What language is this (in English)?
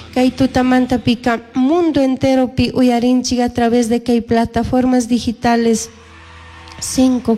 Chimborazo Highland Quichua